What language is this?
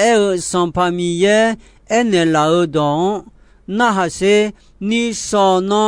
Akha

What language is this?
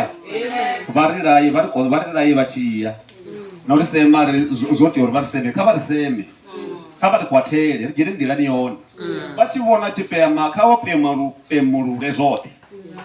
Venda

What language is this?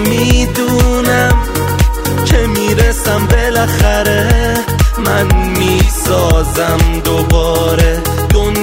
Persian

